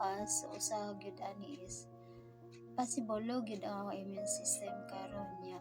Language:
Cebuano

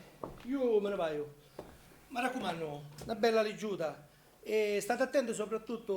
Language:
Sicilian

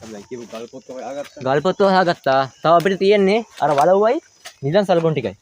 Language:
Sinhala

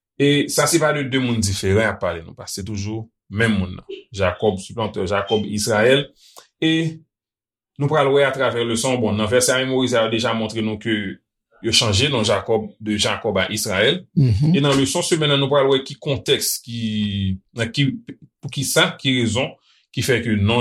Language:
Haitian Creole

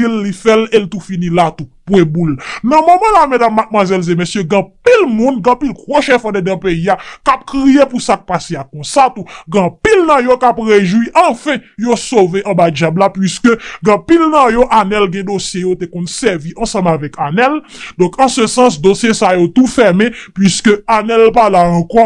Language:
Haitian Creole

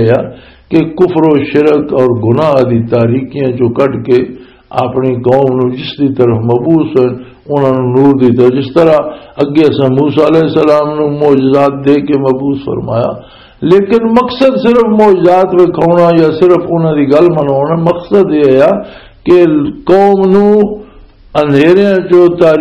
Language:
Western Panjabi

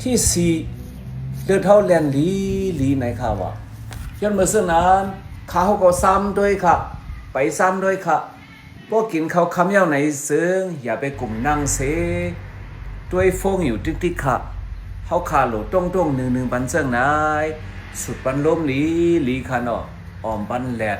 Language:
Shan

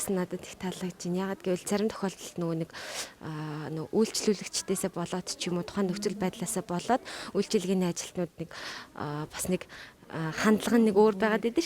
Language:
Mongolian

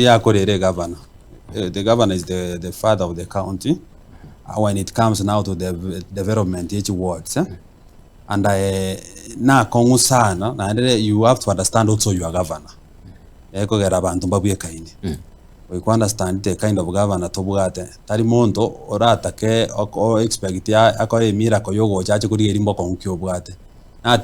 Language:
Gusii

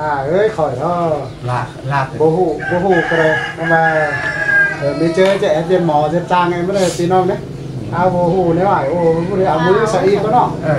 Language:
Lao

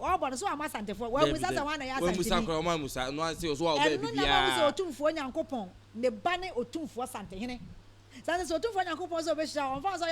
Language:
Akan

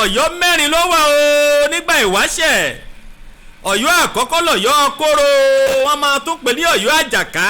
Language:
Yoruba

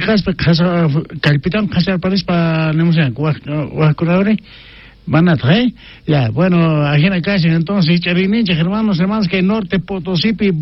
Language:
South Bolivian Quechua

